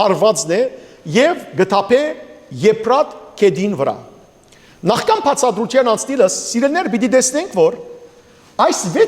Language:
Western Armenian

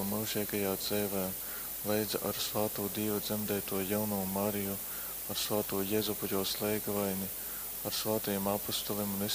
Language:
Latgalian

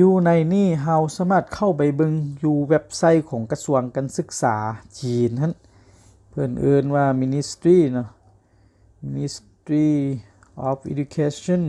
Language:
Lao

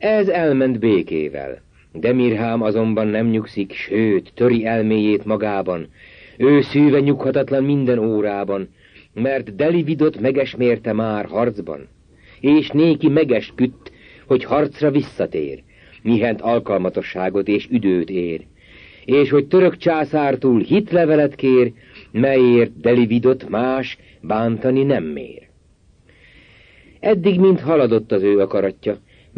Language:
Hungarian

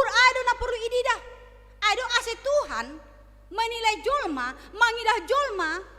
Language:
Batak Simalungun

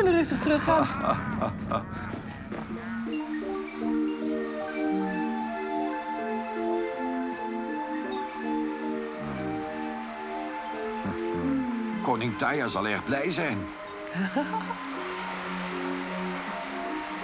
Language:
Dutch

